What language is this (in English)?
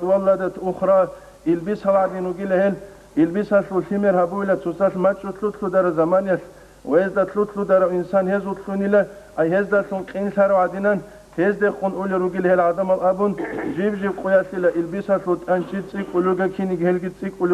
Avaric